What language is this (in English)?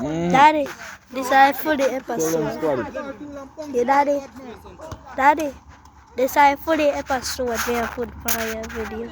Jamaican Creole English